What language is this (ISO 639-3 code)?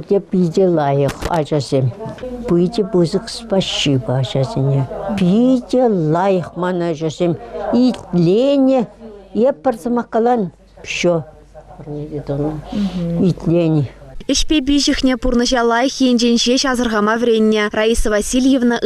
chv